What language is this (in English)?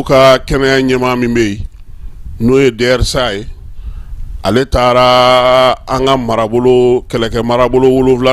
Bambara